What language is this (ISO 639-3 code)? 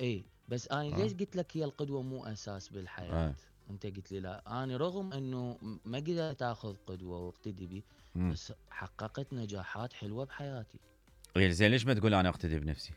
acm